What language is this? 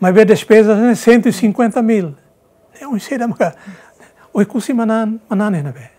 Tetum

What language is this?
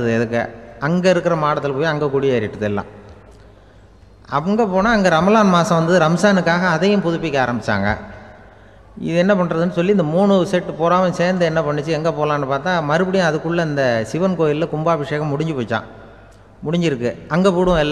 Tamil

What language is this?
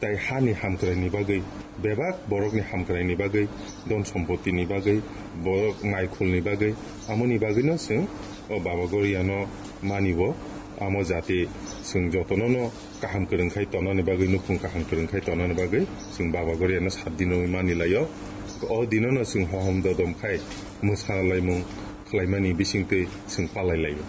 Kok Borok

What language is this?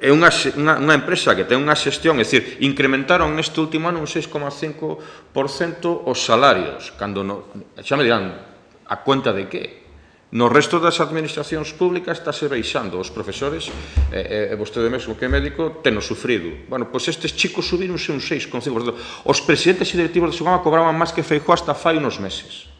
Galician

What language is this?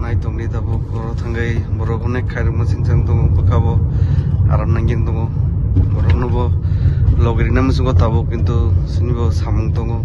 Kok Borok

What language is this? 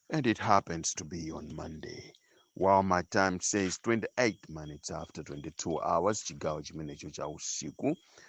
Nyanja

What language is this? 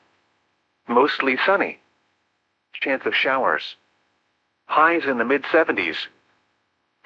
English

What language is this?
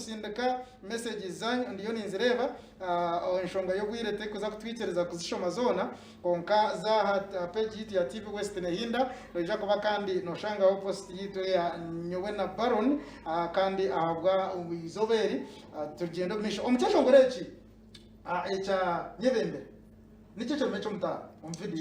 Nyankole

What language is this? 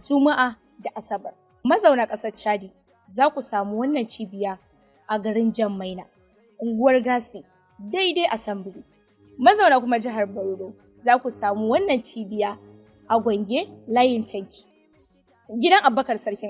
Hausa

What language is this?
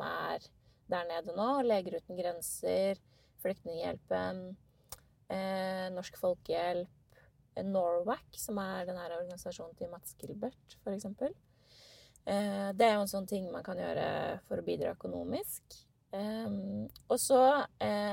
Norwegian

